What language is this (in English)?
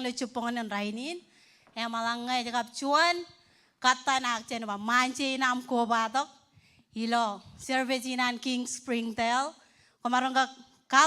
Marshallese